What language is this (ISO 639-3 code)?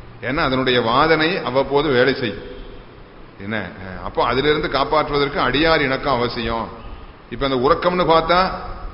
tam